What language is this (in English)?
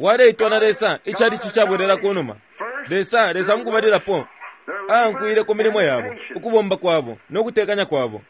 Bemba